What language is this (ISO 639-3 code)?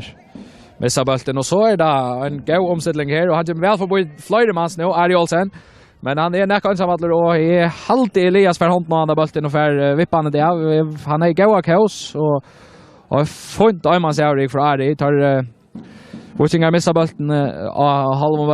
fao